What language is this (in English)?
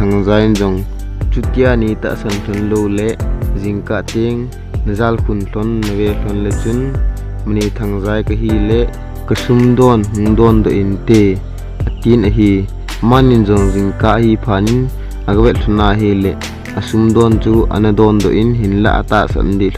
Thado Chin